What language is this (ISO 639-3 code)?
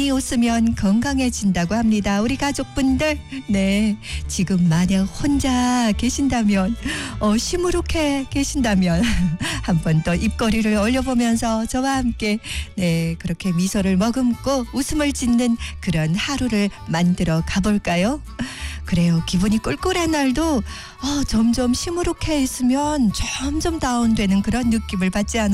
kor